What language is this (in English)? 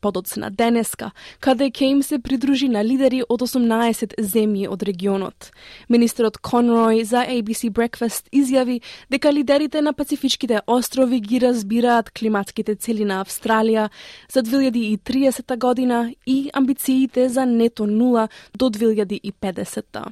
Macedonian